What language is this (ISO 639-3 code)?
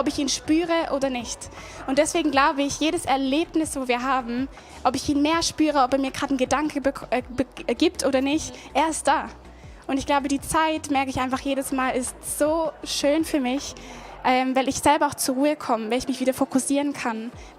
gsw